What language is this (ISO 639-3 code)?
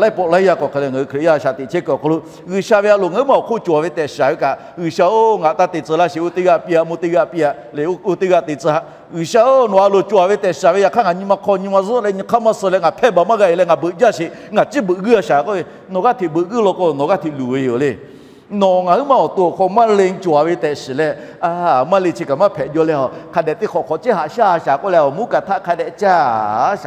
lhu